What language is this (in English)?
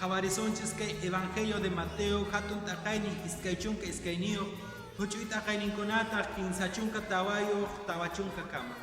Quechua